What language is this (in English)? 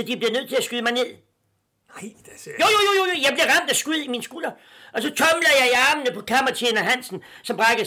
Danish